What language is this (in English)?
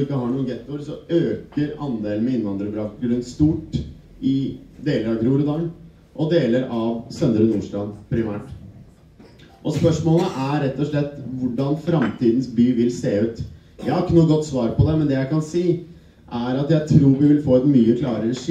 Norwegian